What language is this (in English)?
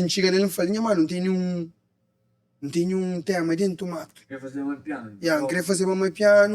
Kabuverdianu